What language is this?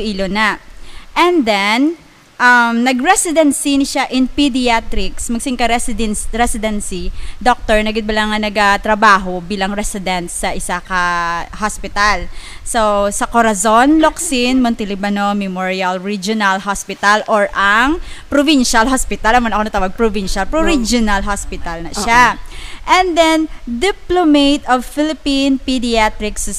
Hiligaynon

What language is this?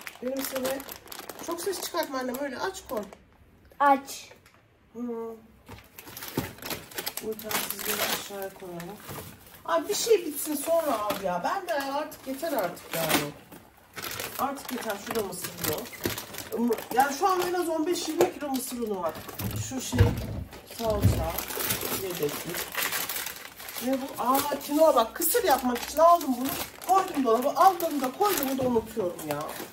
Turkish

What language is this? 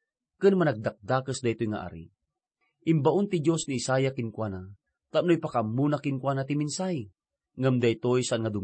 Iloko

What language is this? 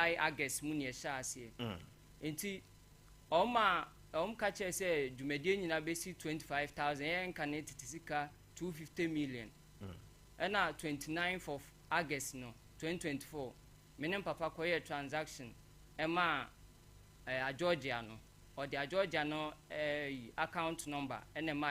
Akan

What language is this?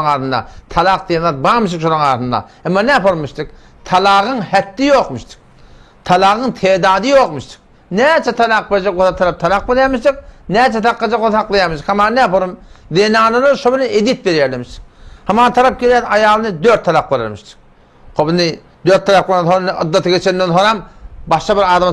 Turkmen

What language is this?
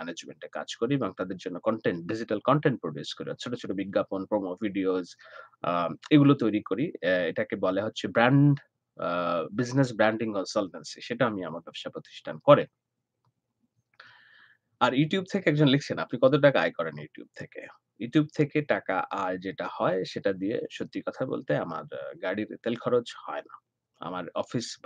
Bangla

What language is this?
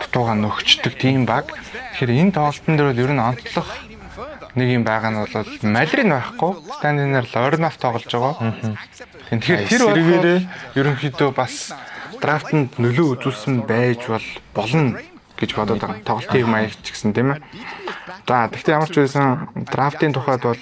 Mongolian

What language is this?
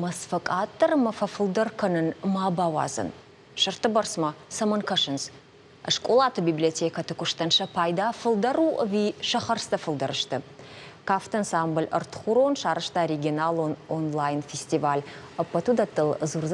Ossetic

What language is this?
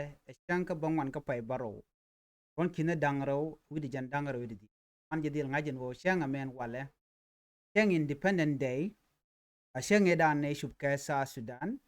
Nuer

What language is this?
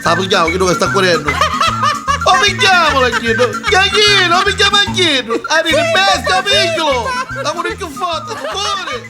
Neapolitan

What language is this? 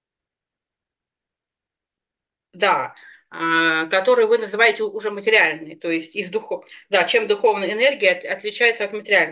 Russian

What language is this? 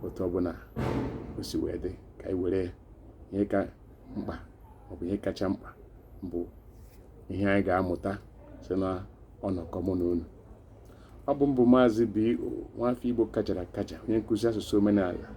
Igbo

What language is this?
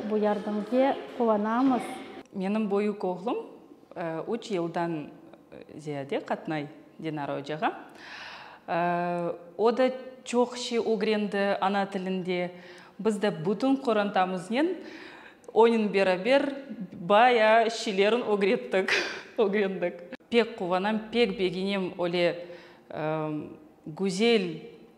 Crimean Tatar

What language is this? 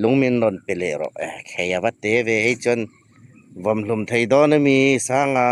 Hmar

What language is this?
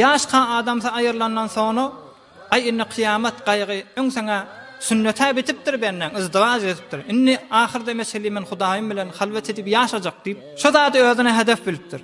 Turkmen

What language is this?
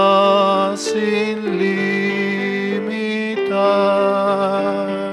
South Bolivian Quechua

